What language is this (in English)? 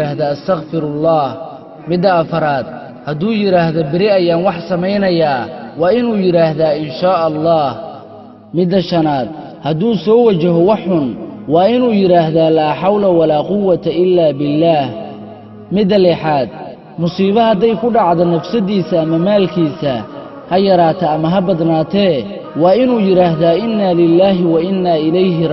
Somali